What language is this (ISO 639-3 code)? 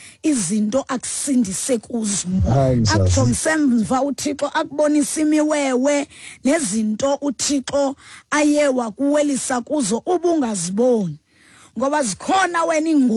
xho